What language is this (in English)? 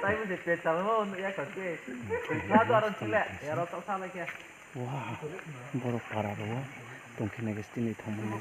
Riang (India)